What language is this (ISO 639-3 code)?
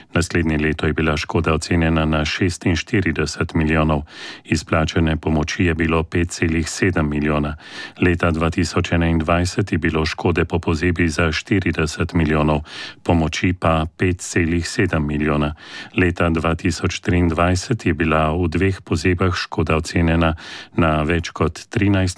slv